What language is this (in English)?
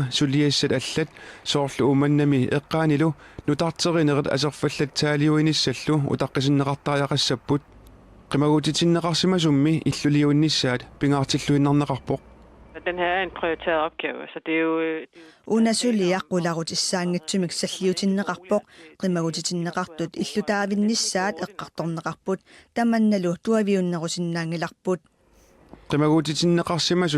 Kalaallisut